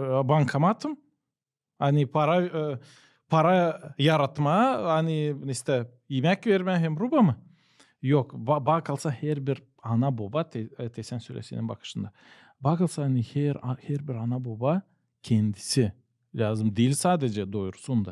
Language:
Gagauz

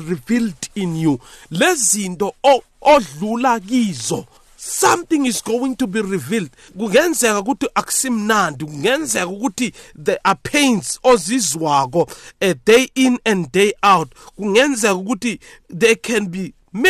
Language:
South Ndebele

